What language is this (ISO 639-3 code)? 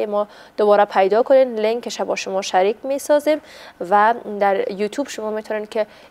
fas